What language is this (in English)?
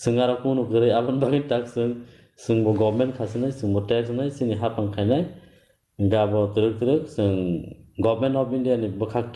Kok Borok